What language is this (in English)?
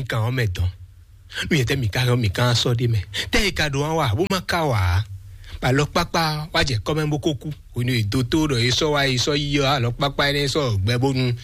Fon